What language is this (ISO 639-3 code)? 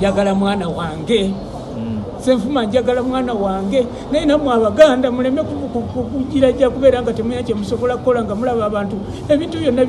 lug